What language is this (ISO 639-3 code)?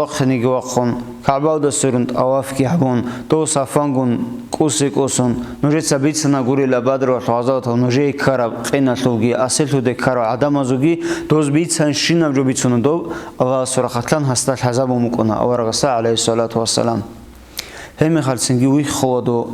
ava